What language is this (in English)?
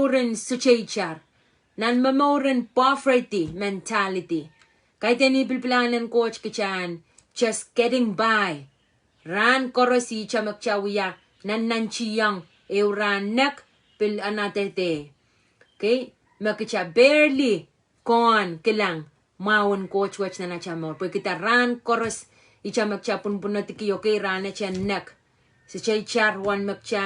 Pohnpeian